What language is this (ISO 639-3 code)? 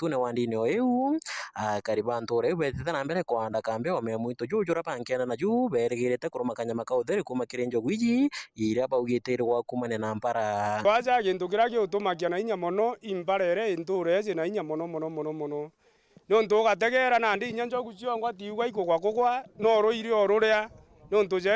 mer